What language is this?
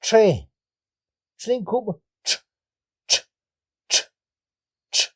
Tektiteko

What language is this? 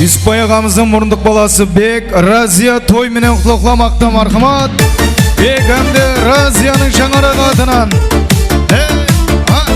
Kara-Kalpak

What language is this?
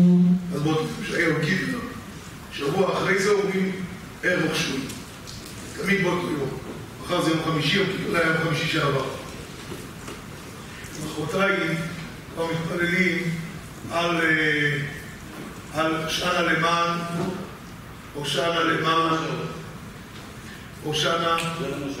Hebrew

